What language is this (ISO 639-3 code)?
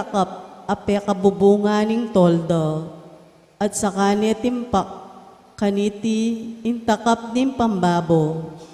pam